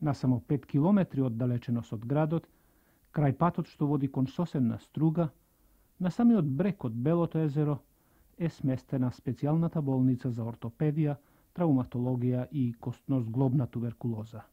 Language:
Macedonian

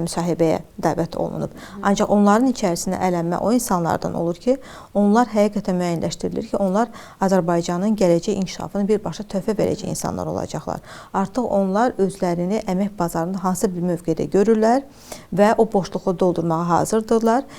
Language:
Azerbaijani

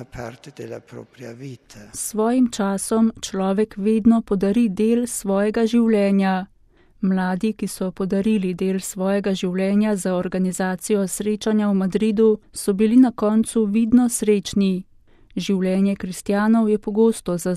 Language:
Slovenian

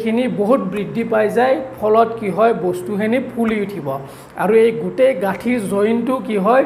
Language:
Assamese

